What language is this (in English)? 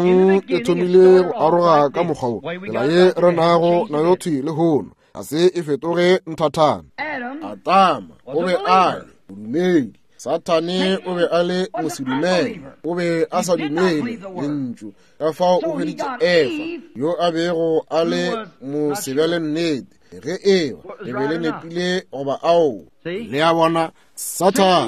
Northern Sotho